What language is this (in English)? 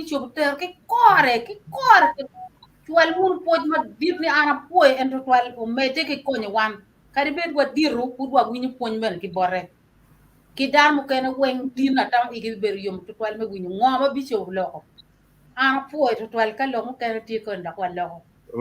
Acoli